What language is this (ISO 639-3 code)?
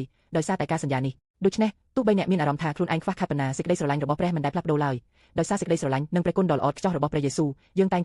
khm